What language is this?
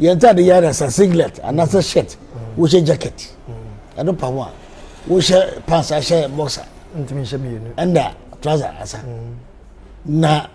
Akan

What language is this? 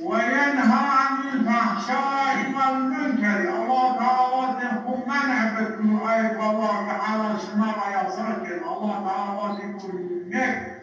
Zaza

